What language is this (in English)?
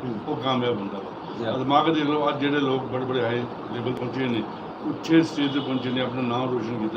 Saraiki